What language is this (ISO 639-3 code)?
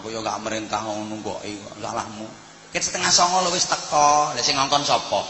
jav